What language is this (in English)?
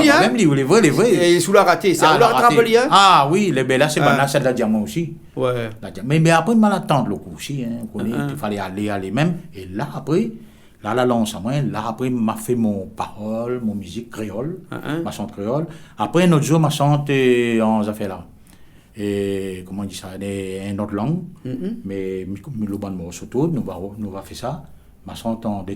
Réunion Creole French